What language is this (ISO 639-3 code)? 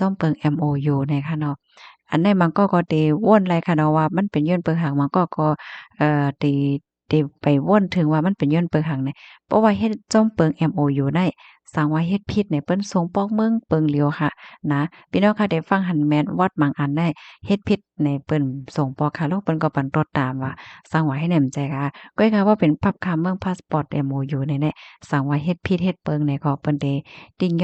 shn